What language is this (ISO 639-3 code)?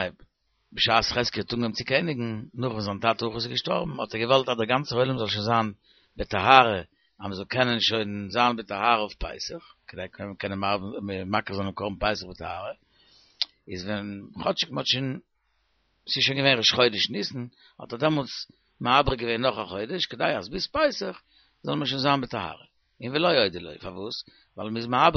yid